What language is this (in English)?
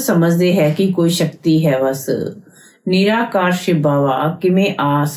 Punjabi